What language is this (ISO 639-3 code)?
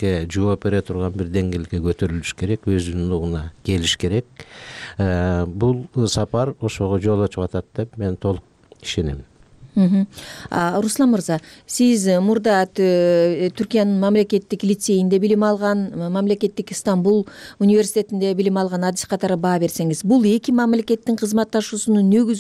kir